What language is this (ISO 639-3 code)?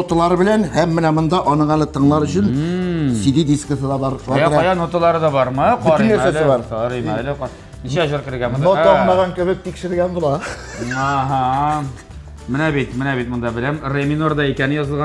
tat